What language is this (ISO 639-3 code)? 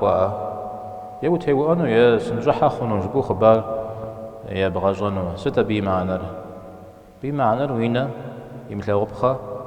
kbd